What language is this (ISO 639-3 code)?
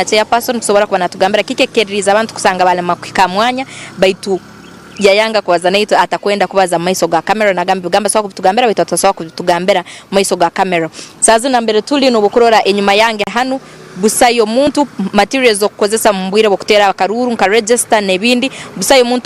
nyn